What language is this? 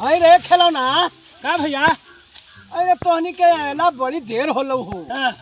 Magahi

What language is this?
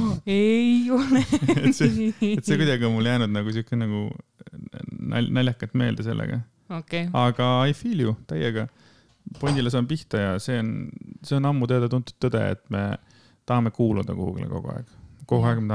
Estonian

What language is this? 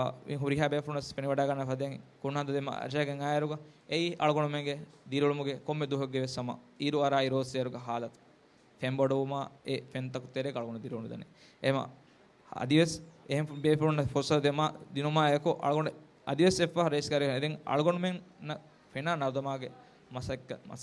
Divehi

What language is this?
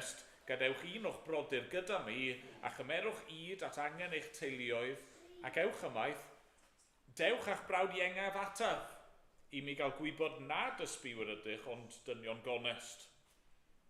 Welsh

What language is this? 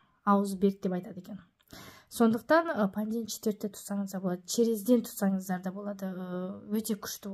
Kazakh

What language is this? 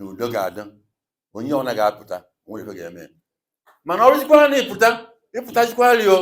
Igbo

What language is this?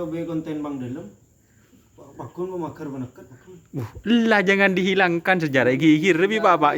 Madurese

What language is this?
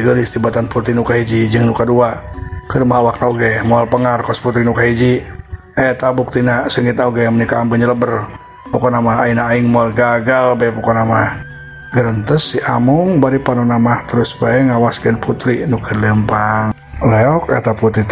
Sundanese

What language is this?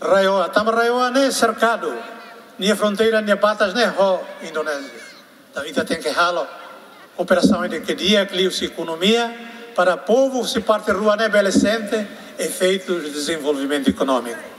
Tetum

